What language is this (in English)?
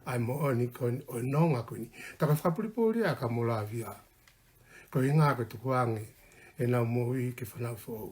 Tongan